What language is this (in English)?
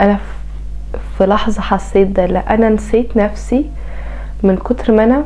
Egyptian Arabic